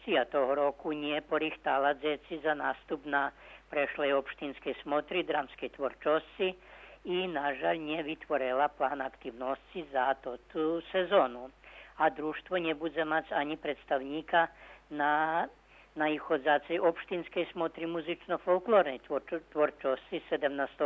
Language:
Rusyn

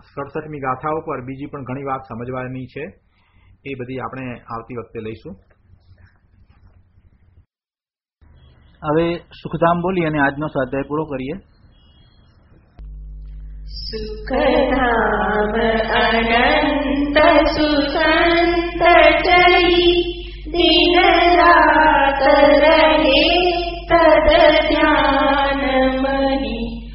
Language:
Gujarati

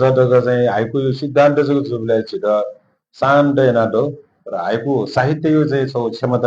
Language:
Newari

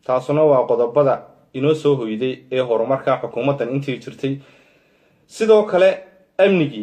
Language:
Somali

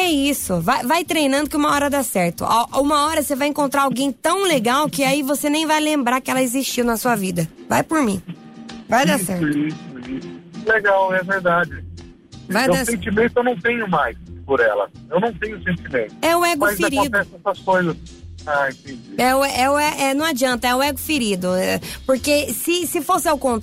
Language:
Portuguese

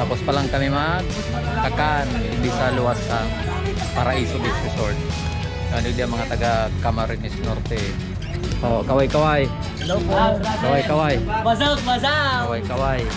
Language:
Bikol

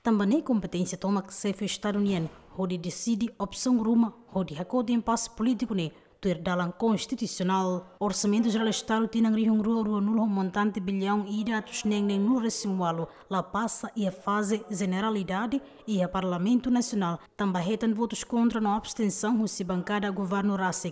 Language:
Tetum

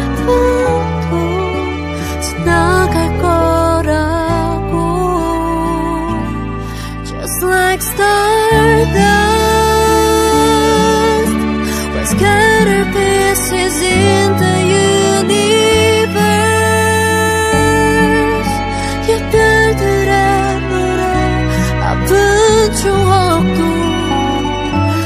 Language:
Korean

